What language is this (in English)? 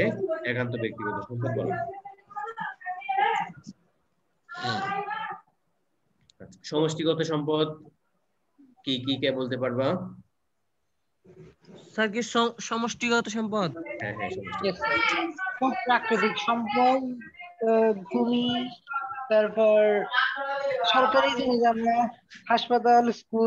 Bangla